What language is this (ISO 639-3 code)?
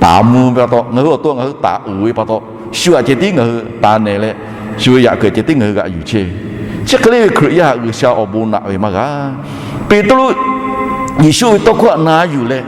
lhu